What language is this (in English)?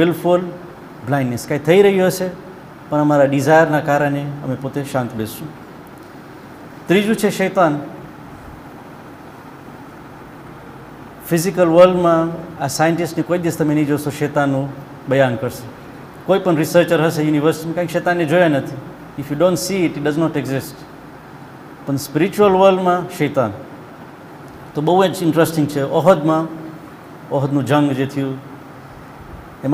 Gujarati